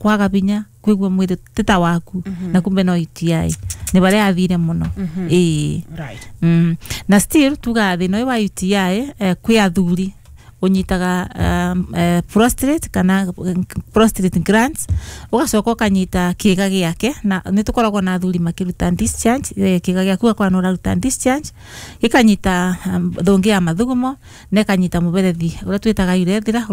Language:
Kikuyu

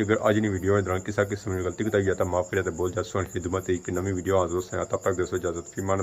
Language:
Pahari-Potwari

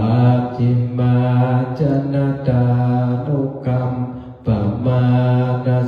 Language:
Pali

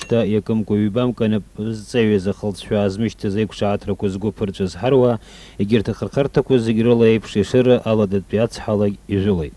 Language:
Abkhazian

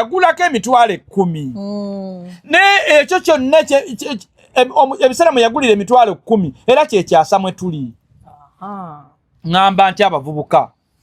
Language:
Ganda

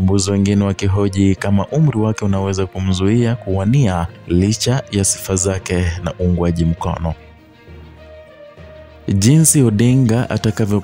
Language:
Swahili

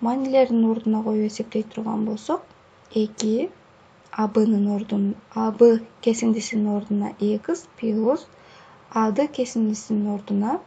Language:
Kyrgyz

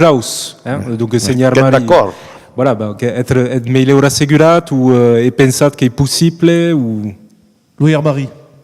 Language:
Occitan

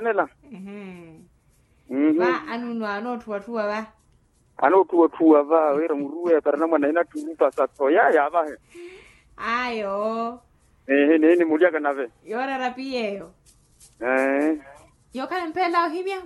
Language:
Makhuwa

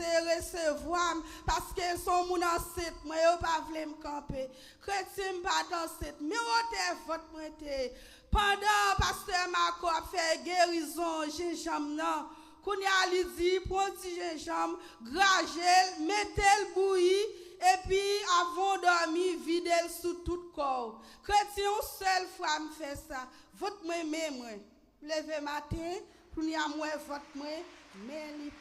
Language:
Haitian Creole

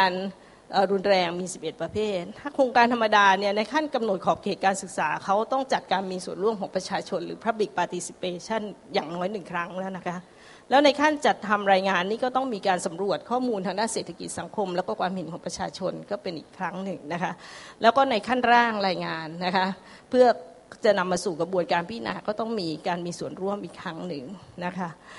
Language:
Thai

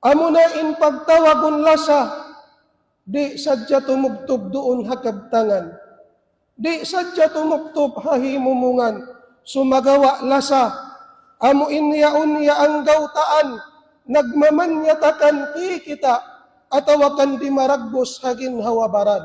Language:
Tausug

